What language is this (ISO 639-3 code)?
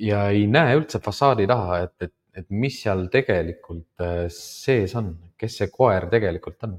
est